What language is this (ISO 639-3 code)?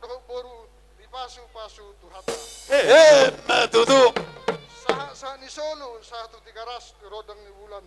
bbc